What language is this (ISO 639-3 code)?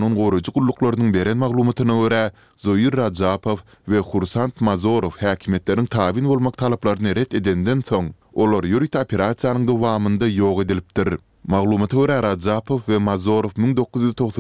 tuk